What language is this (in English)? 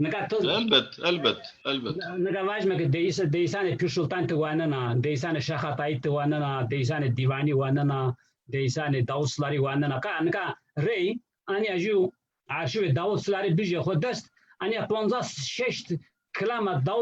Zaza